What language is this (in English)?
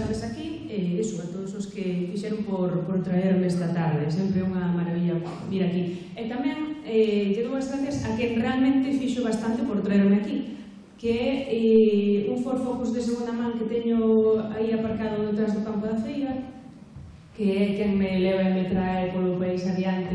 Galician